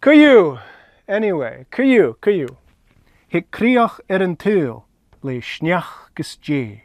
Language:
Scottish Gaelic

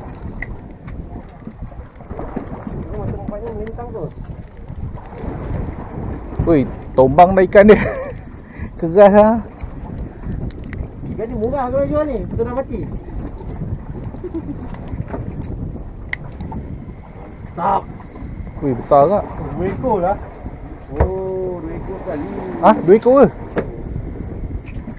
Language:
Malay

